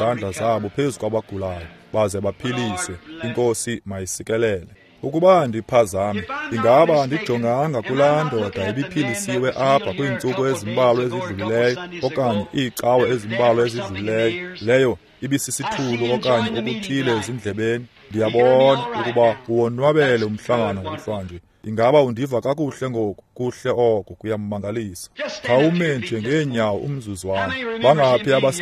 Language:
Xhosa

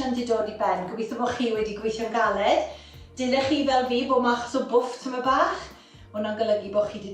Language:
Welsh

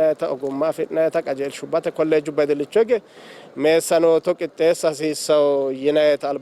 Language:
Sidamo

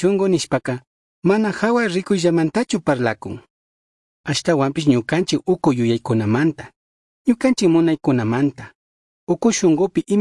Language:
Chimborazo Highland Quichua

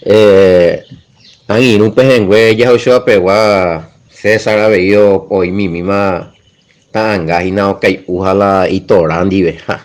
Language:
Guarani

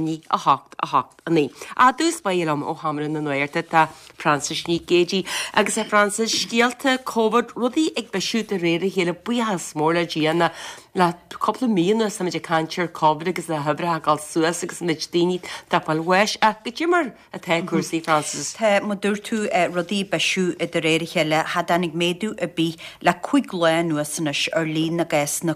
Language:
Irish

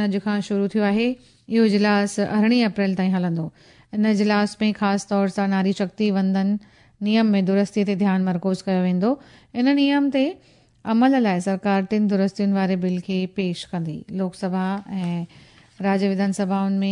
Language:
Sindhi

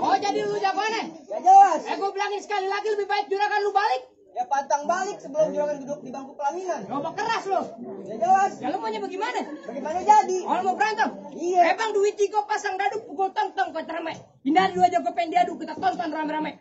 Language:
Betawi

